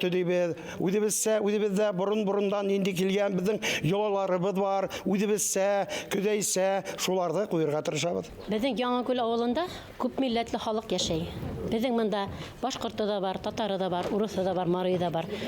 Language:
Bashkir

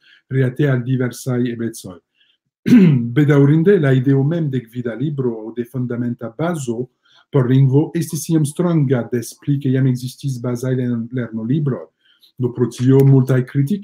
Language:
Esperanto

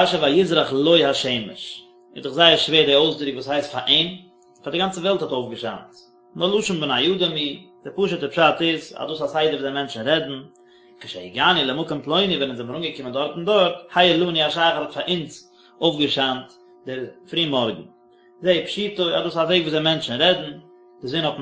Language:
Yiddish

